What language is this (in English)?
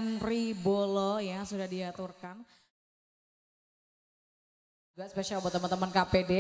Indonesian